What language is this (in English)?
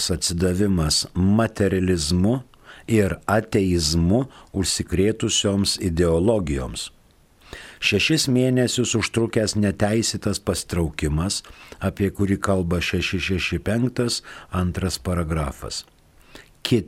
Lithuanian